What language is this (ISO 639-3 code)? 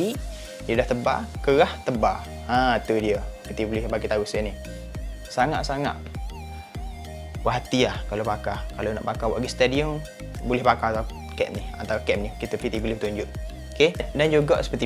msa